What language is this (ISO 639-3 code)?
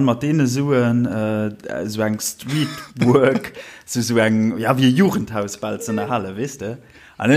ltz